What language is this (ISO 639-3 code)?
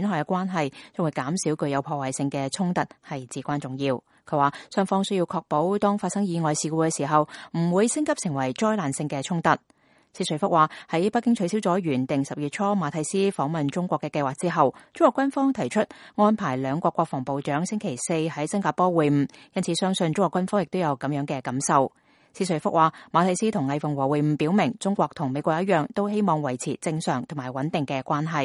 yue